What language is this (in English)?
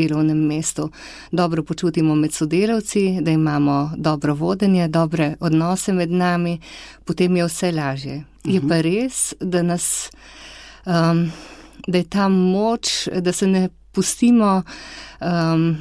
Slovenian